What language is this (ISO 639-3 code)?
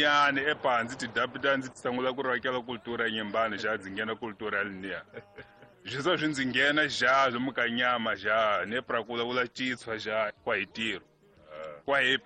tso